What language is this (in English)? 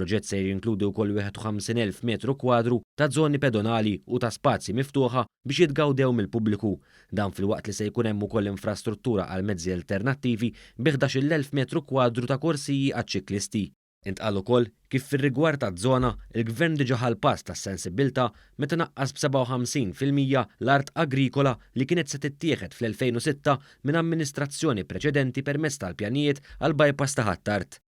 Maltese